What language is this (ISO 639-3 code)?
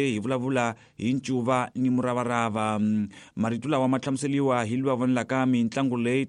tso